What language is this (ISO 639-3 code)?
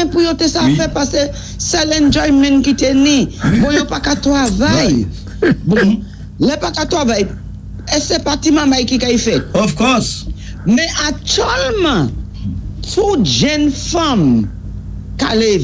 acf